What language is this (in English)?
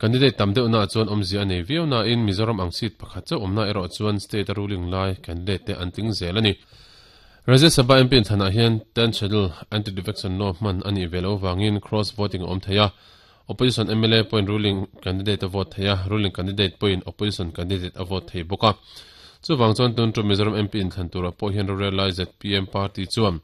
Mizo